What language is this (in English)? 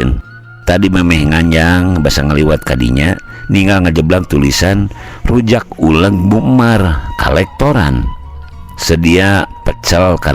Sundanese